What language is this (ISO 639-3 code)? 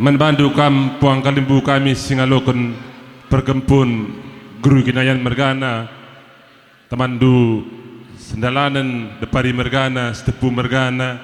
btx